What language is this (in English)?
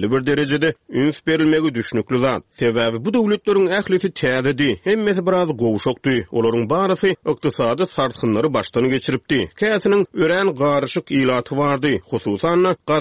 Turkmen